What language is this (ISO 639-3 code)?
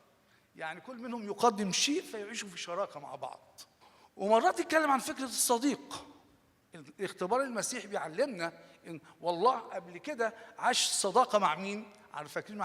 arz